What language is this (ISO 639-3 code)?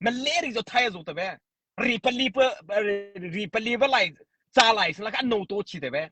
mrh